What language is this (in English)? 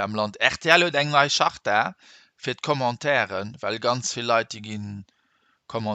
Luxembourgish